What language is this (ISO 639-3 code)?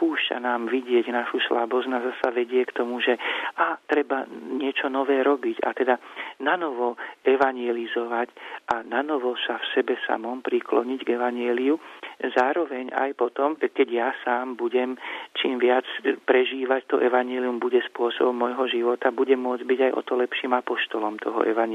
slk